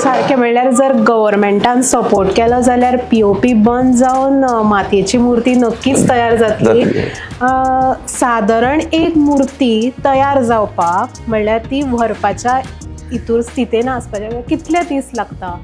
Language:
Konkani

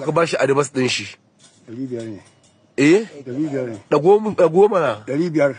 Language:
Hausa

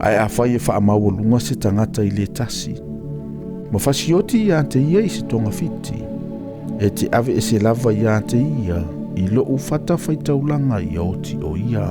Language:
Samoan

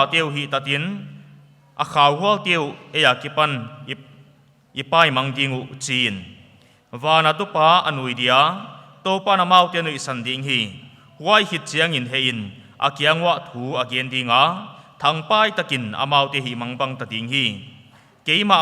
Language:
Paite Chin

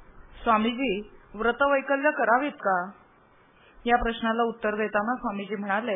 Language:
Marathi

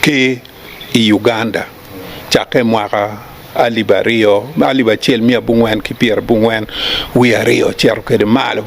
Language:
Acoli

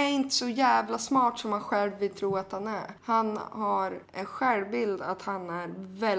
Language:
Swedish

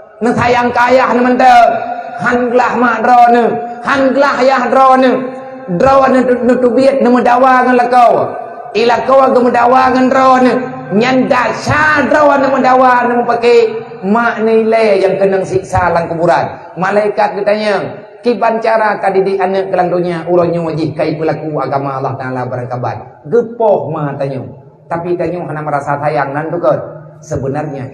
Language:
Achinese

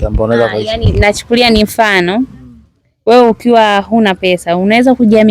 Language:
Swahili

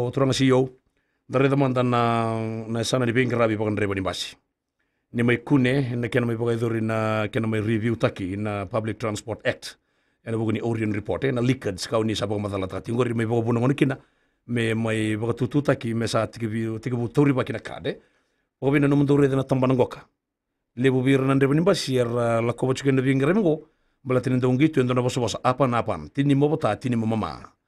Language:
Fijian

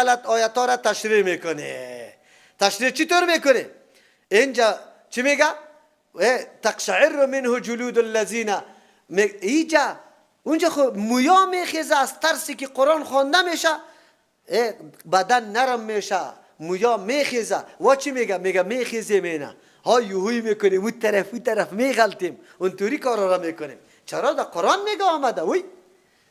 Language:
Persian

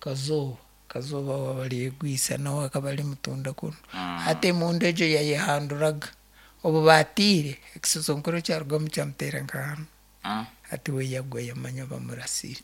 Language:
Nyankole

